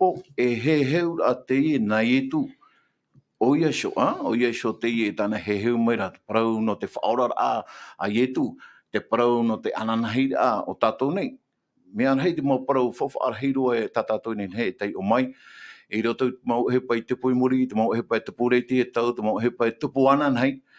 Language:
Tahitian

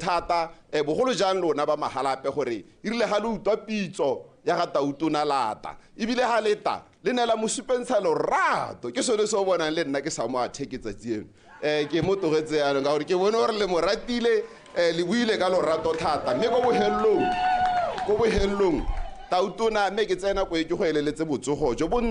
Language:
Tswana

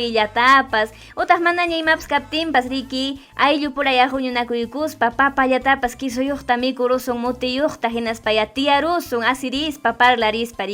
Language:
Ayacucho Quechua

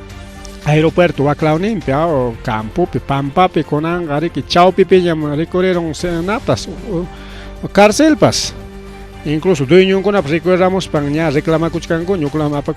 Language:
Ayacucho Quechua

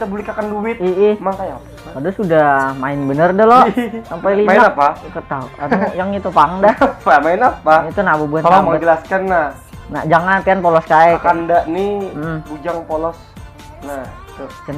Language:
Banjar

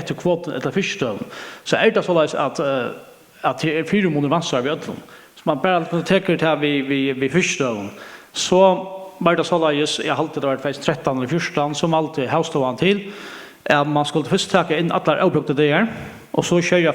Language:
Faroese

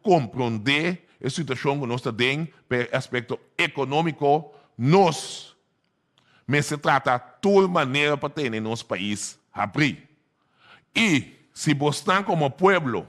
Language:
Papiamento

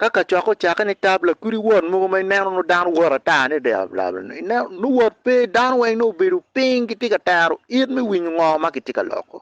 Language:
Acoli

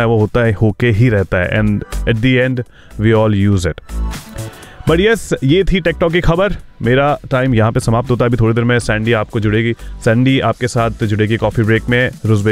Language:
Hindi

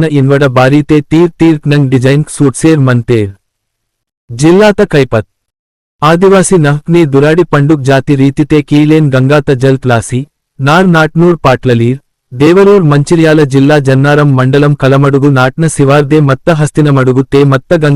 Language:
Gondi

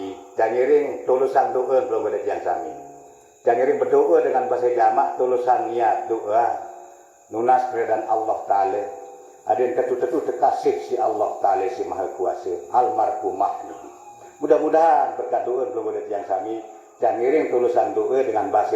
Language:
Sasak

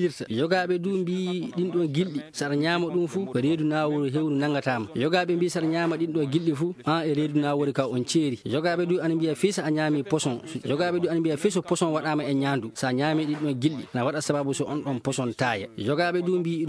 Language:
Fula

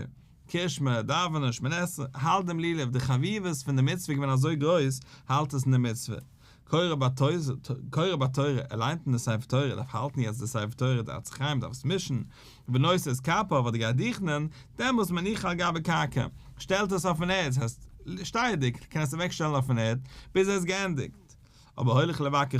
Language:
Yiddish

